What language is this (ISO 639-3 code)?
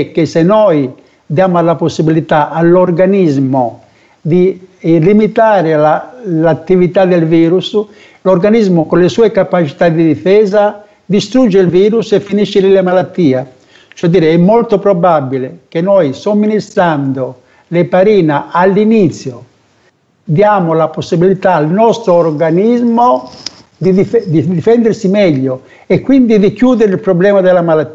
ita